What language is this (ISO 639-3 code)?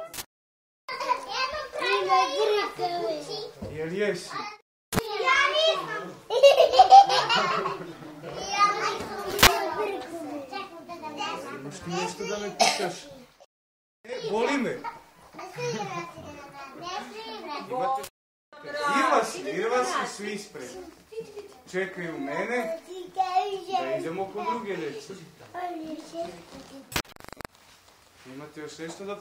srp